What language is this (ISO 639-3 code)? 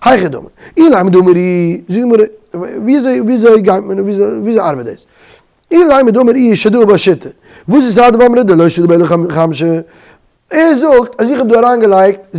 yid